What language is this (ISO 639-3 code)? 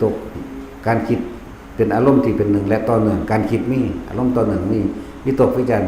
lao